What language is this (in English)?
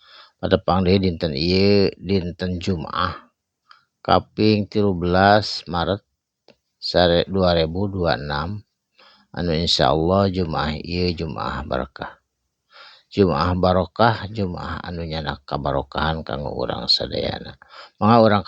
Sundanese